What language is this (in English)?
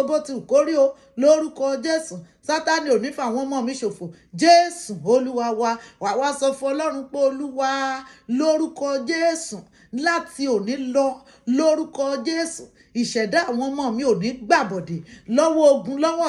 Yoruba